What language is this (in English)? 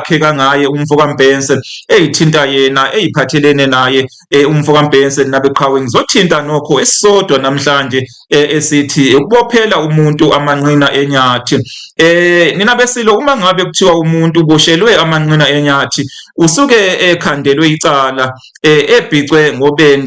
Zulu